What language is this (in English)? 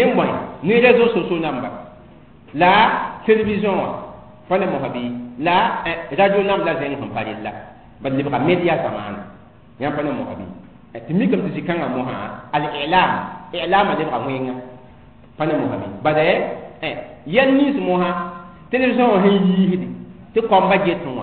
Mossi